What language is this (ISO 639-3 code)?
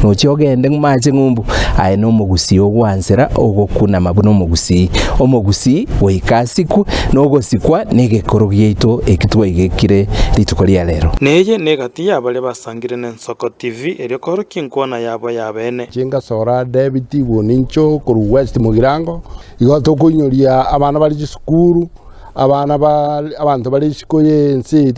guz